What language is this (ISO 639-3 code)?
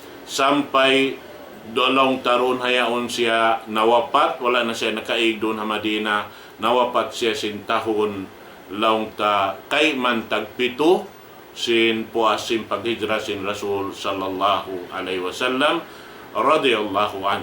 tsg